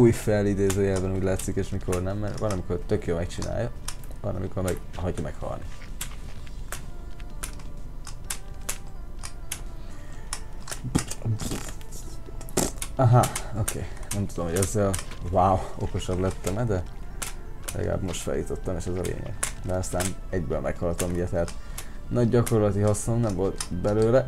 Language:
Hungarian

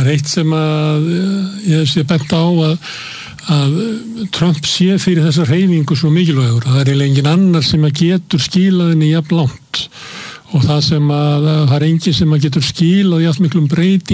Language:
Icelandic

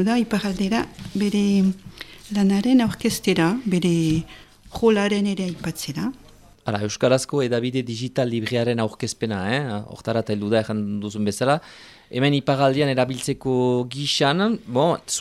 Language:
Basque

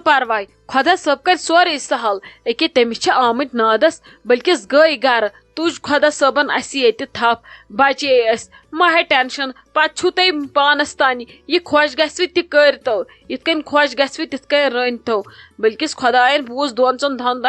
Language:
Kashmiri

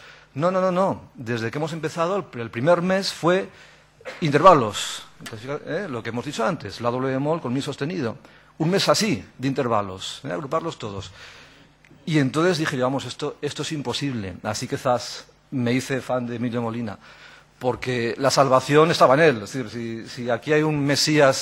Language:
Spanish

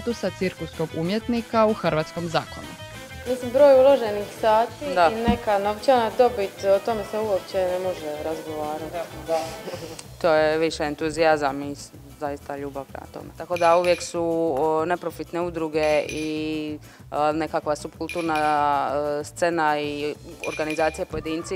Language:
Croatian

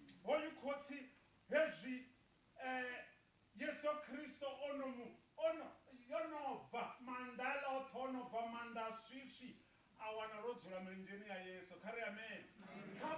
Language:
Venda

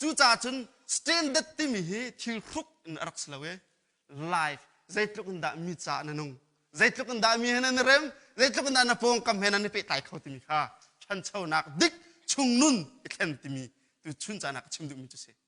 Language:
Hakha Chin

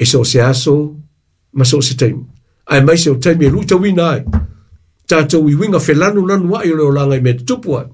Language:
Samoan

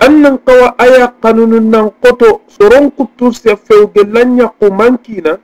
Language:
Soninke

